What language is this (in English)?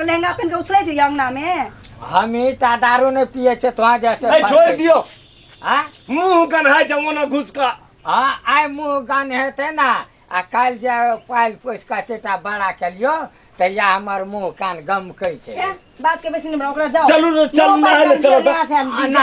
Maithili